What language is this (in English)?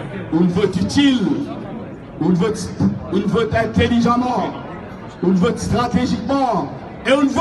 Morisyen